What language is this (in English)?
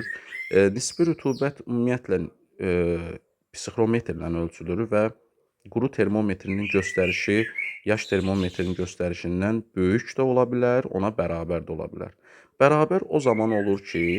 Azerbaijani